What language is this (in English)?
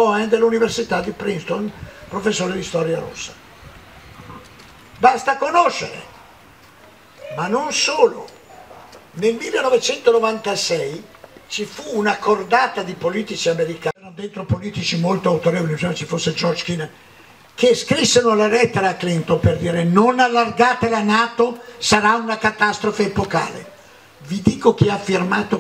Italian